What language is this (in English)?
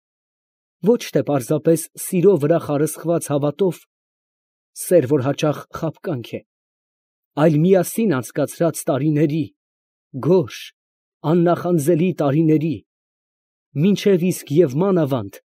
Armenian